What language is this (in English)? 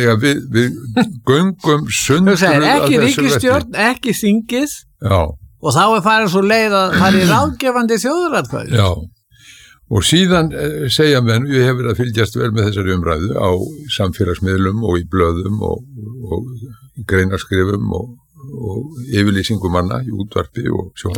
Icelandic